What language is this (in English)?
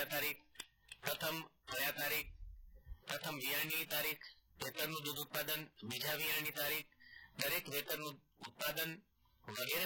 Gujarati